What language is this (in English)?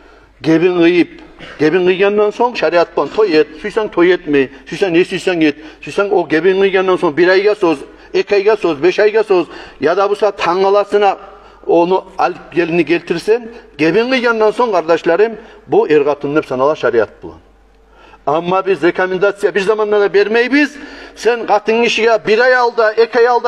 Kumyk